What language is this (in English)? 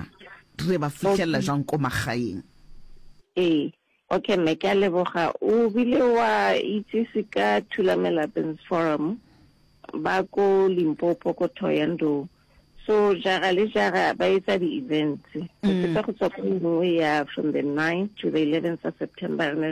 Northern Sotho